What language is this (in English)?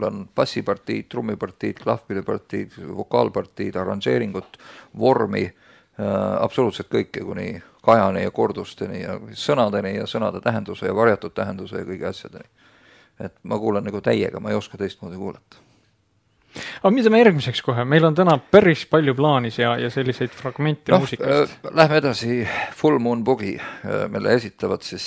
Estonian